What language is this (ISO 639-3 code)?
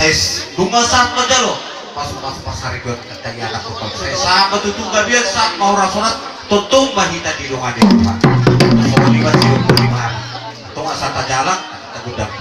bbc